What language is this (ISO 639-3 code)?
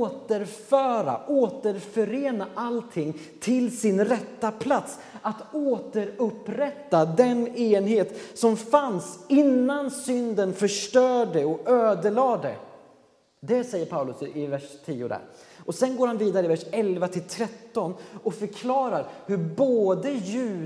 swe